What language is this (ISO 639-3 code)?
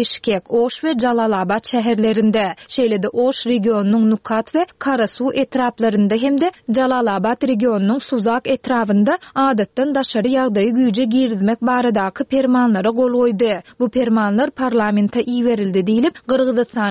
tuk